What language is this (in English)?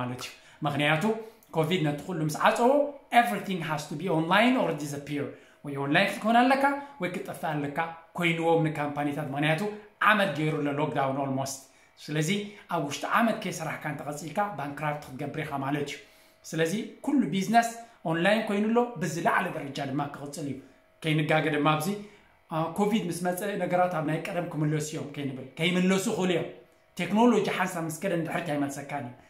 Tigrinya